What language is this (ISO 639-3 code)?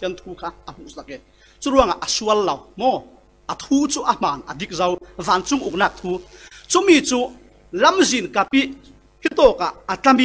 cfm